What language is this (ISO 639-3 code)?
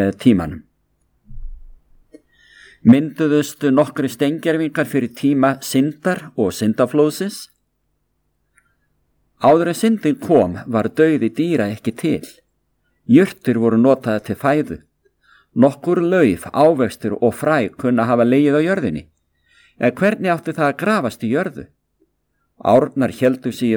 isl